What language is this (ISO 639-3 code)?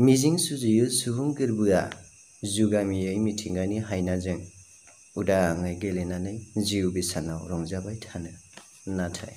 brx